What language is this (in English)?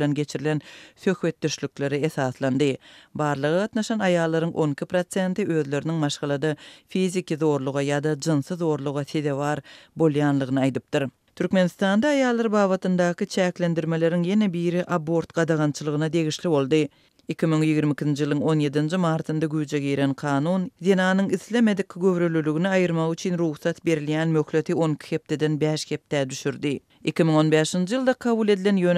Turkmen